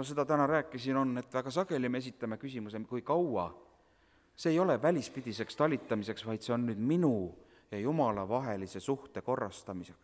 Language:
Estonian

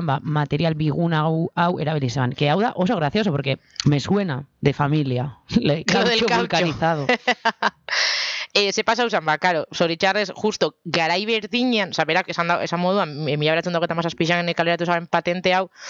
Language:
Basque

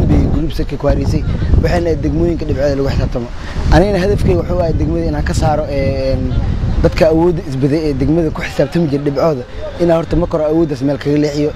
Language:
Somali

